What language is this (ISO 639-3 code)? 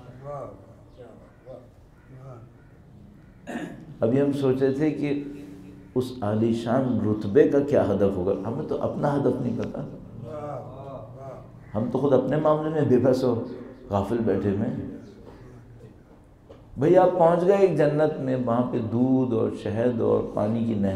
urd